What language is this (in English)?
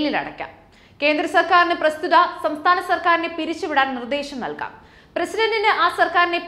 Malayalam